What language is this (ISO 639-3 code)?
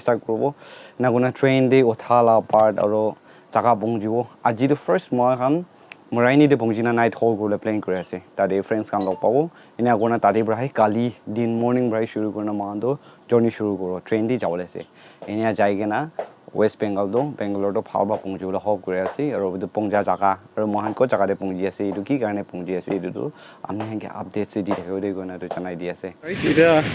nag